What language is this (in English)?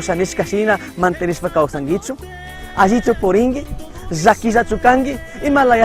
Chimborazo Highland Quichua